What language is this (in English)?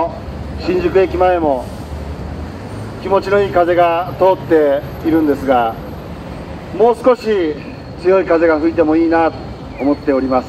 Japanese